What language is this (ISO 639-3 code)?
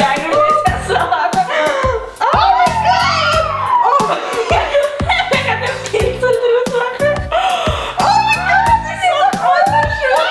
gsw